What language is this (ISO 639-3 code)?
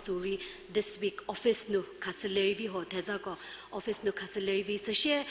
njm